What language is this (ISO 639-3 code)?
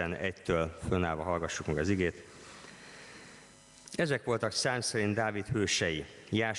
hun